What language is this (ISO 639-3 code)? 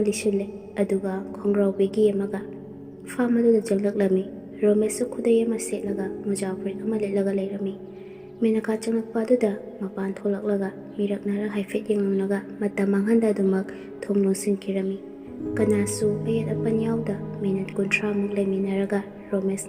mni